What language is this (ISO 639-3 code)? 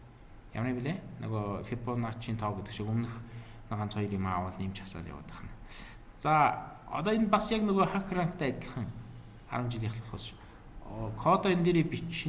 mon